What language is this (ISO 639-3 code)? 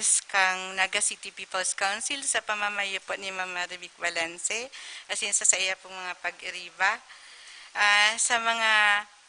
bik